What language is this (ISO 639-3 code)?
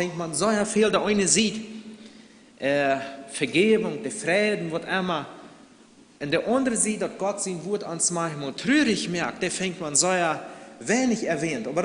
pdt